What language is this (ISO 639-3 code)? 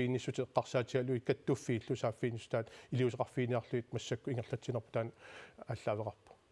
kal